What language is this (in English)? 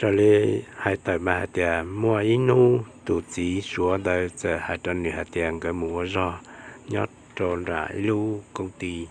Hmong